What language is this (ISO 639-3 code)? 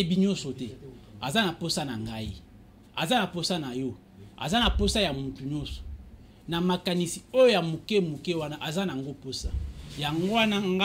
lin